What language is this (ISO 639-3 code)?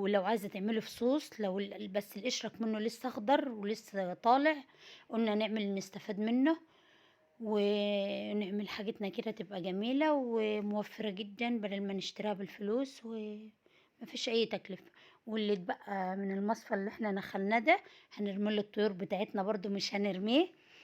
arz